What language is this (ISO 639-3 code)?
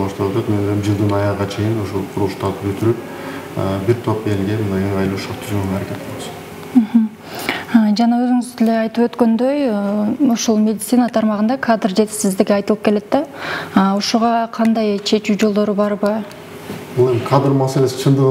kir